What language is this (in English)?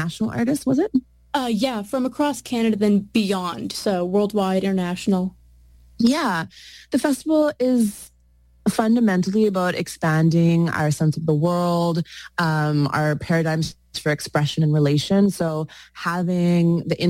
English